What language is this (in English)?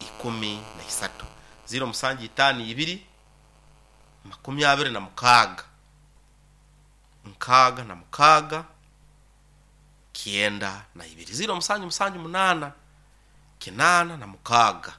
Nyoro